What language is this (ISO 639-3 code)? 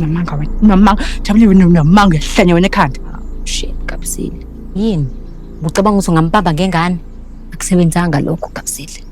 zul